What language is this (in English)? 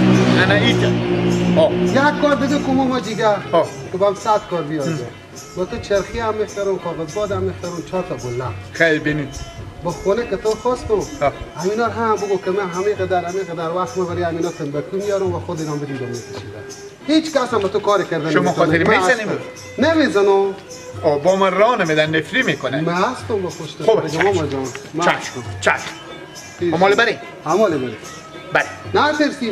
Persian